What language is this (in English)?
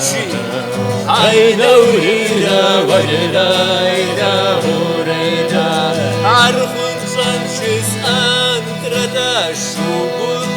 Kabardian